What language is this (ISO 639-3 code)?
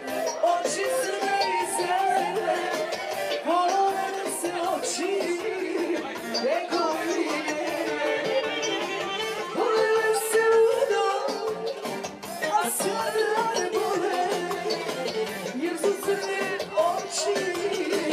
srp